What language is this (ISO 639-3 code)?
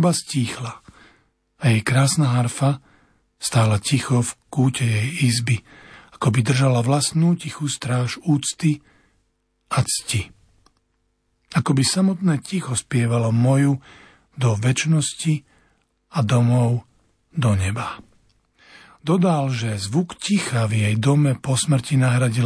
slk